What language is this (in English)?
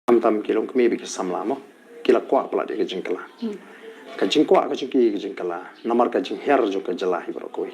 Khasi